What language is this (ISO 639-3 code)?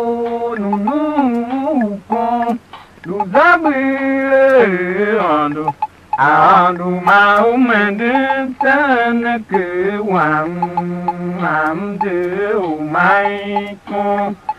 tiv